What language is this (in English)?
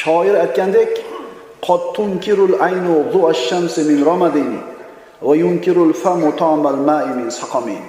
Uzbek